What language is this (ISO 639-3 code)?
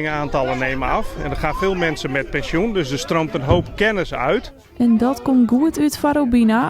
fry